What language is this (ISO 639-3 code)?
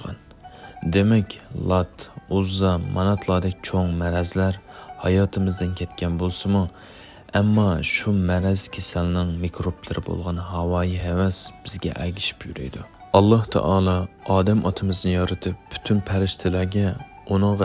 uig